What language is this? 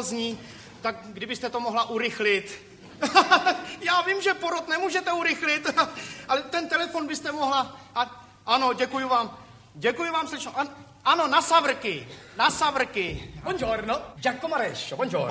Czech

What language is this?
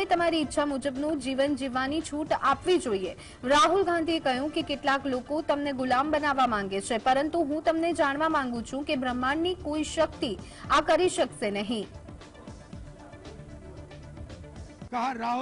Gujarati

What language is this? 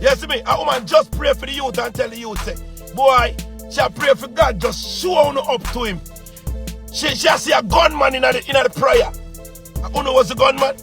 Jamaican Creole English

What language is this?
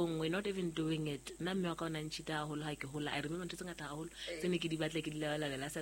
Southern Sotho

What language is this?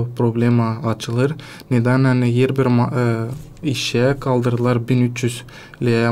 Gagauz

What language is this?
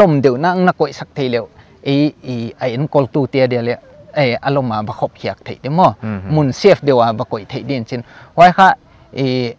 Paite Chin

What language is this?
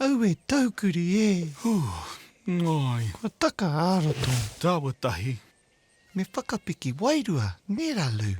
Māori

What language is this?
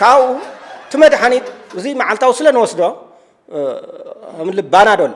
Tigrinya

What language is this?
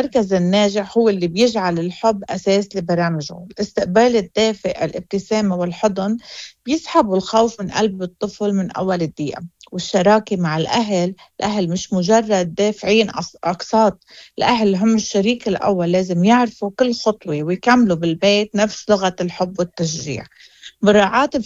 Moroccan Arabic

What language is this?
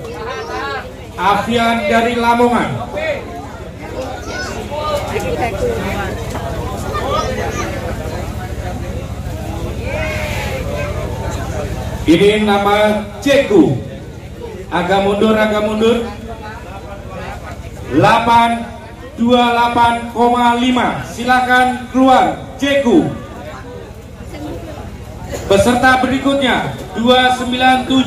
Indonesian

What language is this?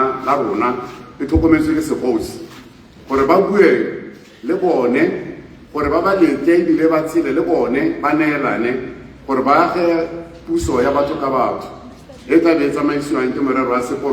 Tswana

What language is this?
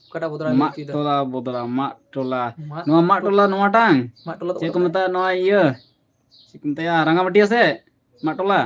Santali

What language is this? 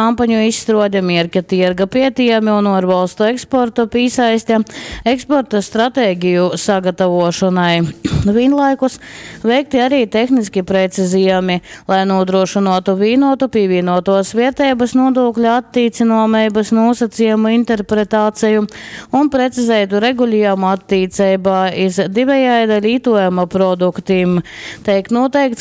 Latgalian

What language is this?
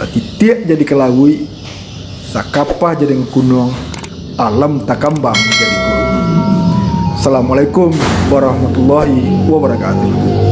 Minangkabau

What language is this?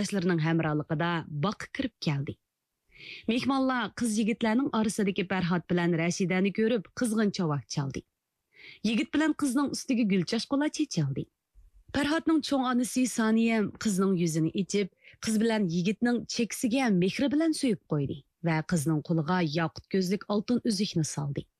Uyghur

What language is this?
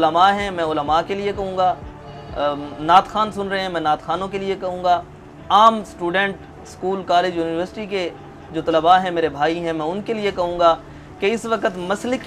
Urdu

